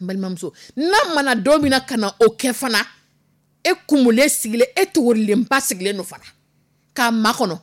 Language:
Dyula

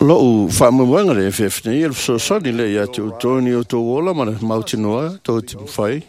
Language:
Samoan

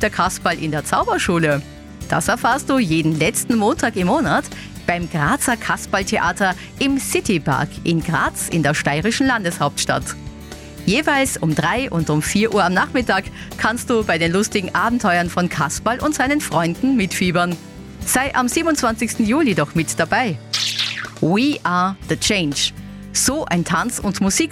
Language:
German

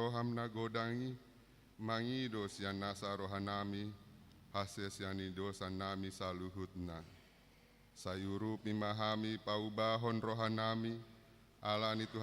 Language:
Batak Toba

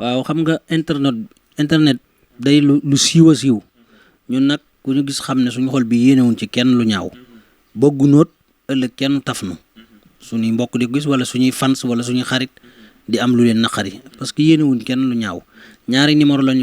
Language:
Wolof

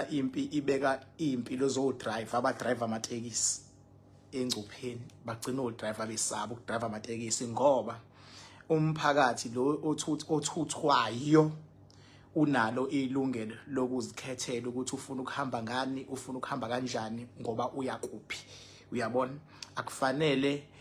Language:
Zulu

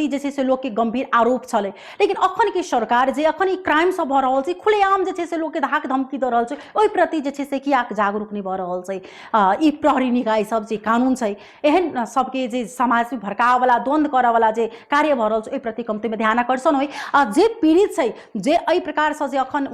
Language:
Maithili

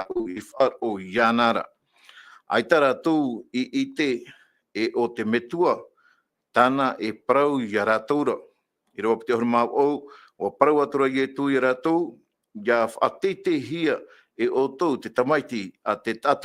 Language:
Tahitian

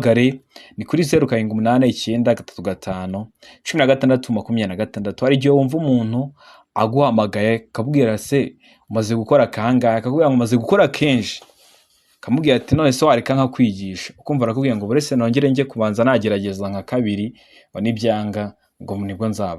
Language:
Kinyarwanda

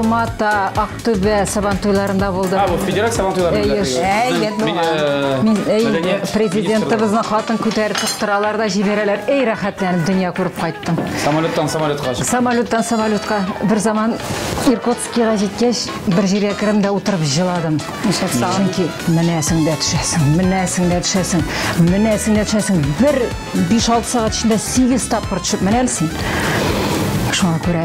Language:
Tatar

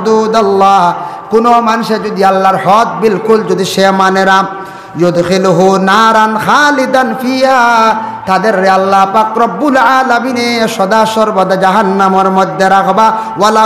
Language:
Sylheti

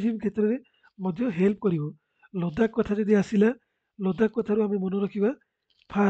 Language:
Odia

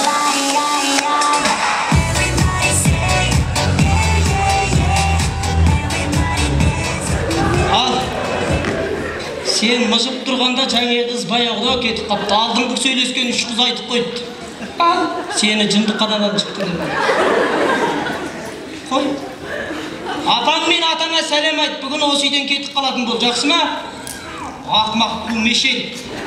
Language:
Kazakh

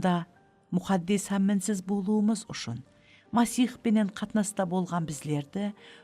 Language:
Kara-Kalpak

